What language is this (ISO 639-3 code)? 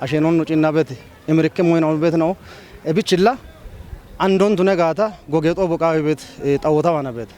kbr